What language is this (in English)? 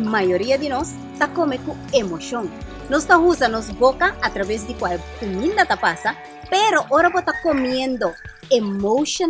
Papiamento